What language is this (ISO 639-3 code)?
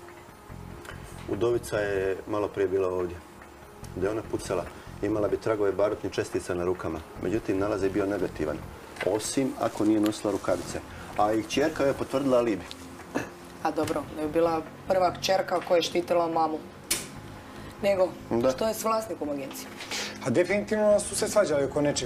hrv